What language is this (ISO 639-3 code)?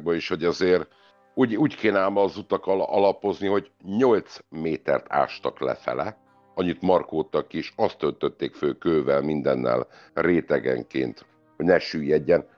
hun